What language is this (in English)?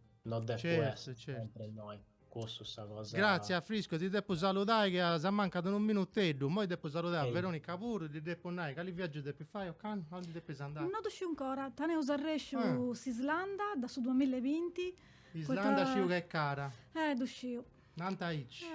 Sardinian